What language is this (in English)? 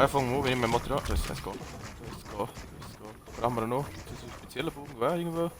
Bavarian